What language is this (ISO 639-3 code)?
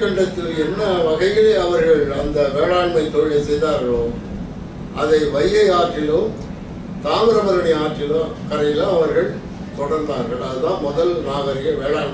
tam